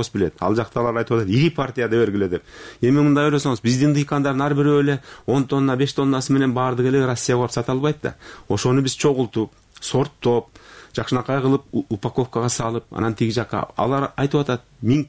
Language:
Kyrgyz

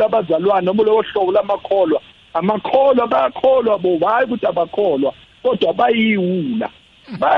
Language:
South Ndebele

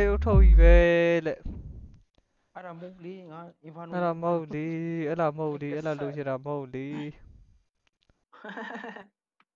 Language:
Burmese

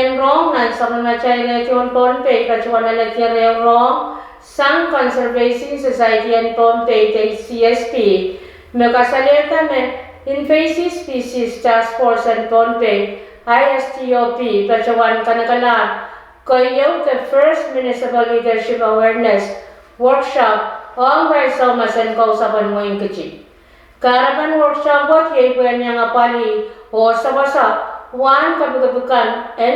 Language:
Pohnpeian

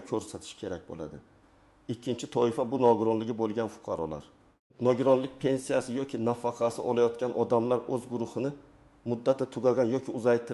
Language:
Uzbek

